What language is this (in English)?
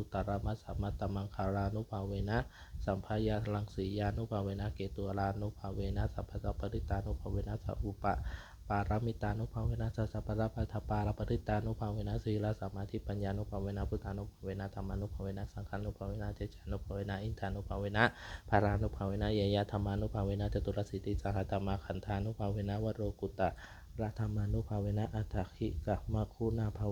Pali